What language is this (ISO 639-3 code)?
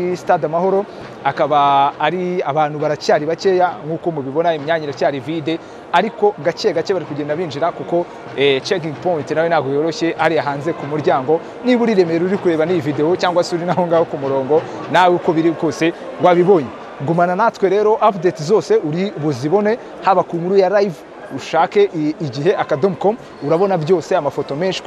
kin